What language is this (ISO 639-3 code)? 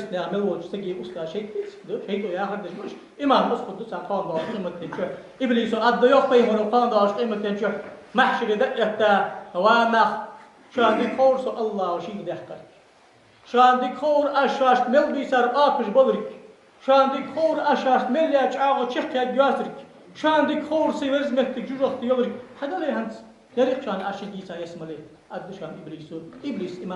inh